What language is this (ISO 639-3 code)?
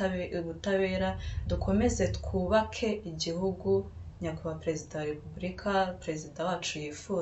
kin